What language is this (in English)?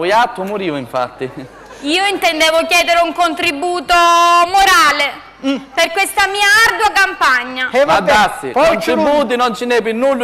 Sicilian